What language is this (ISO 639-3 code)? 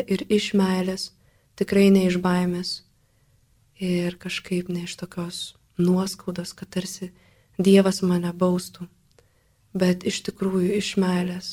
lit